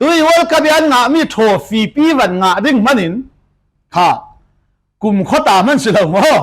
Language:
Falam Chin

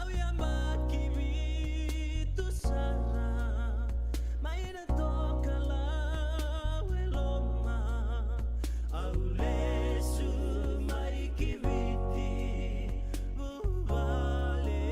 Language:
Fijian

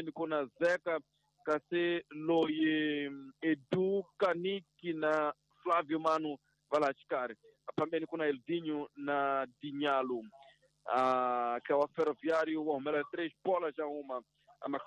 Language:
Tsonga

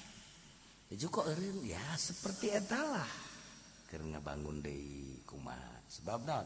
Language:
Sundanese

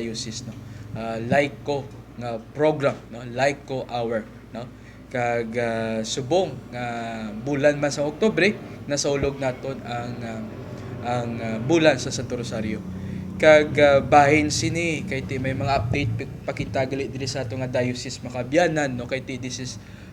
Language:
Hiligaynon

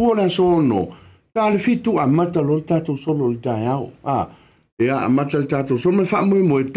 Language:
Samoan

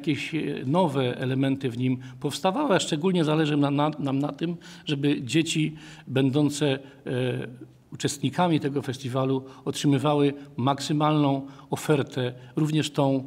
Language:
Polish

